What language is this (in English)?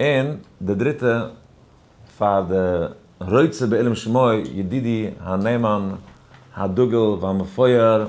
Yiddish